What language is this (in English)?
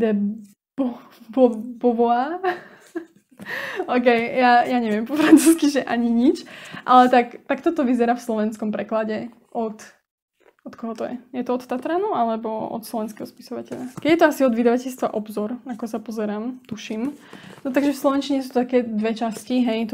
Slovak